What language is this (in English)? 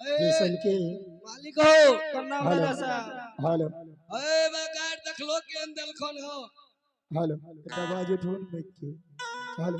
Maithili